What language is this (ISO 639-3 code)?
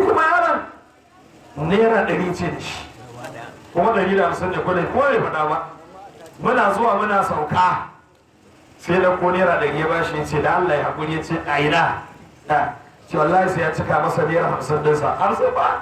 hau